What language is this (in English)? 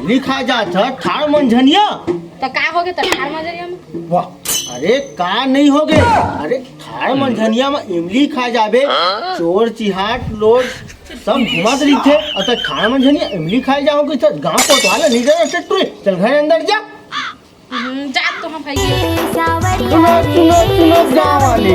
Chhattisgarhi